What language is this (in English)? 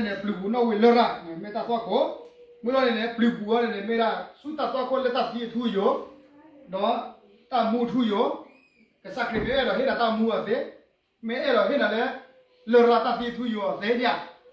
S'gaw Karen